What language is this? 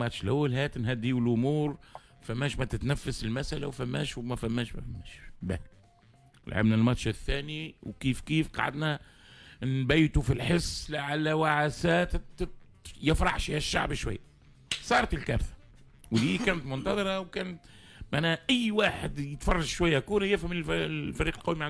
Tunisian Arabic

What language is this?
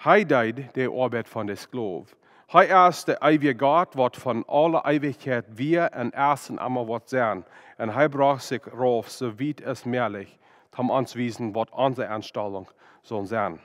Plautdietsch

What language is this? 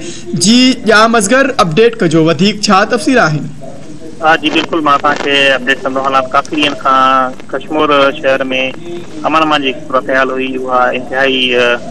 Sindhi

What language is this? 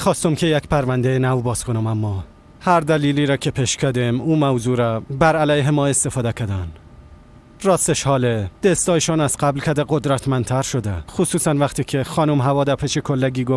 Persian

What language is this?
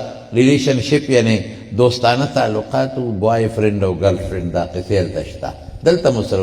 Pashto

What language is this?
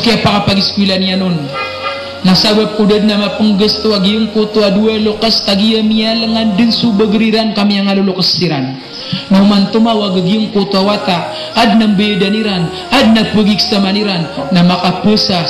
Maranao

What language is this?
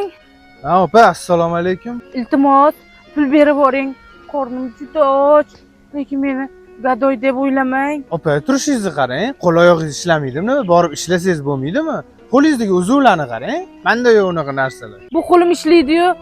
Uzbek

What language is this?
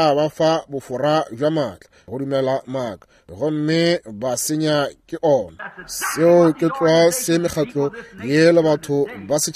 Northern Sotho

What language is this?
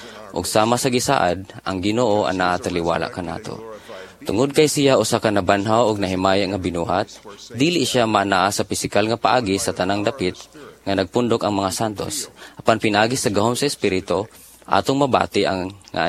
Cebuano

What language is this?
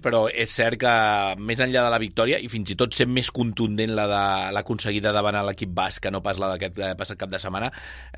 Catalan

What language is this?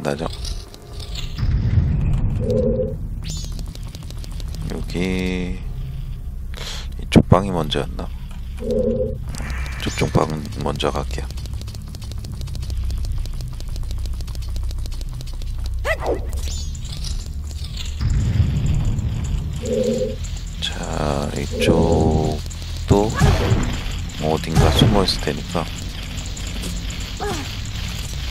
Korean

